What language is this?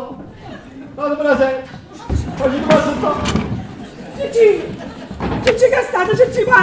Neapolitan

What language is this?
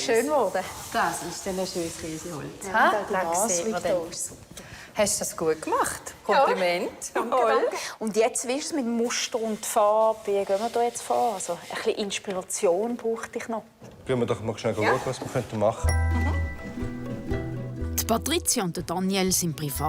Swiss German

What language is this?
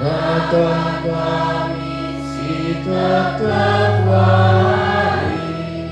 Batak Karo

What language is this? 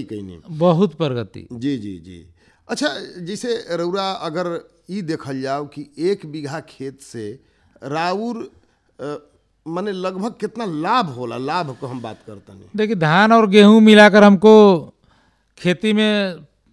Bhojpuri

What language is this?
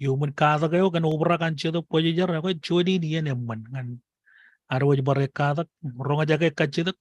Marshallese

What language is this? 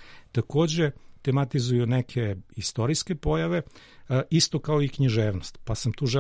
Serbian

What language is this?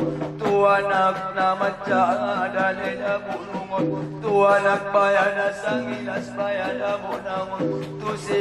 Batak Angkola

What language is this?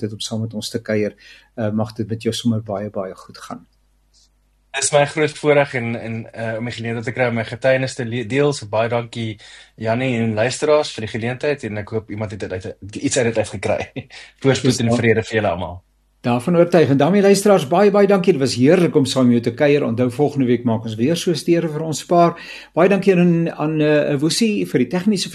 Afrikaans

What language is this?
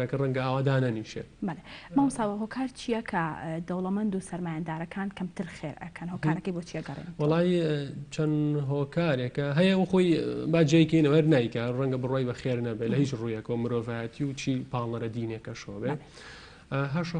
Central Kurdish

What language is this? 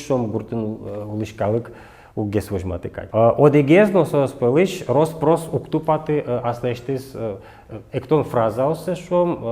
Udmurt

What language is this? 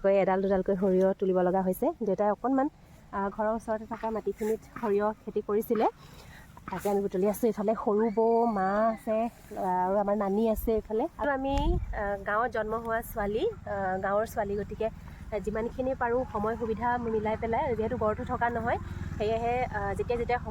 Assamese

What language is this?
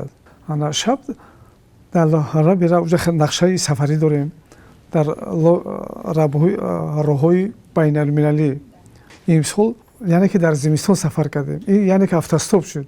Tajik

